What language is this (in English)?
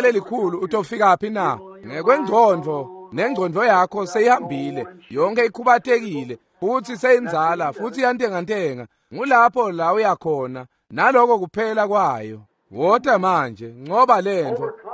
Swati